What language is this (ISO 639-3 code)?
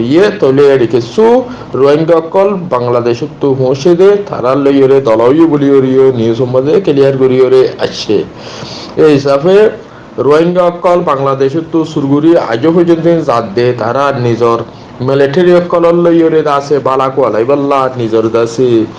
rhg